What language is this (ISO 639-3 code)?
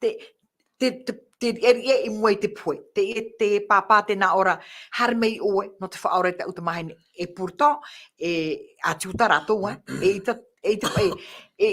tah